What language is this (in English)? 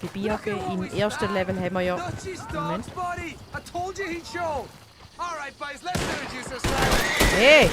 Swiss German